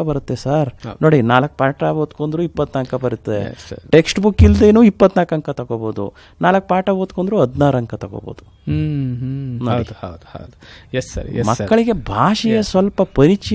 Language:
Kannada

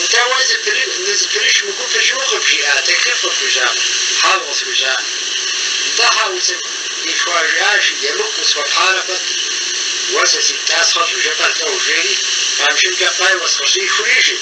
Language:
Kabardian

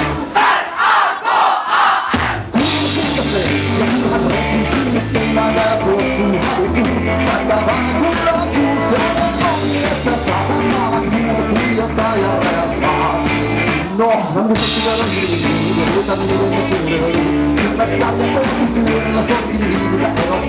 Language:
Finnish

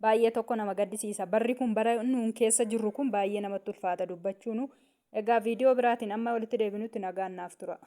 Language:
Oromo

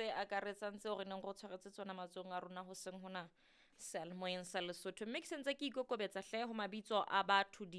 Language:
Southern Sotho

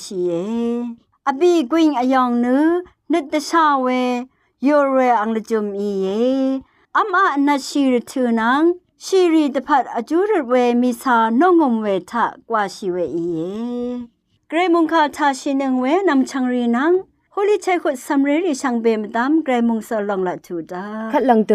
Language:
Rawang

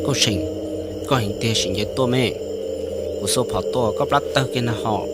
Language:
Hmong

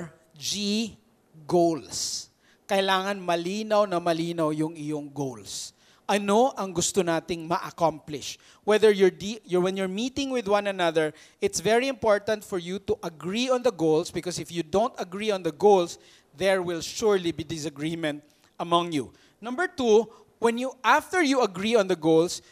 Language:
Filipino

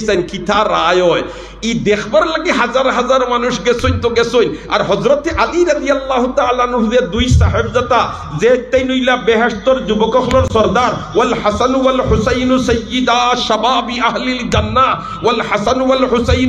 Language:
Sylheti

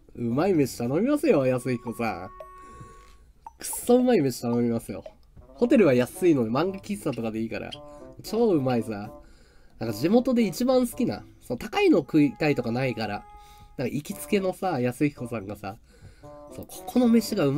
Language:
Japanese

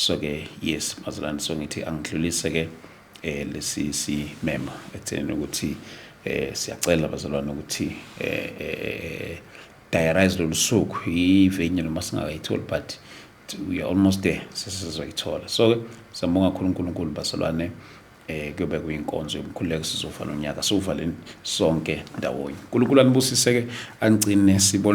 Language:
Zulu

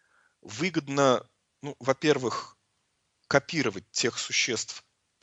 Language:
Russian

